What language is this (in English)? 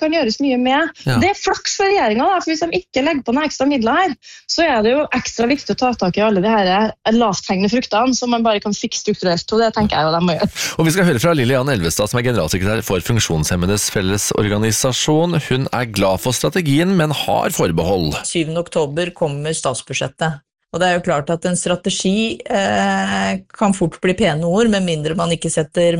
Norwegian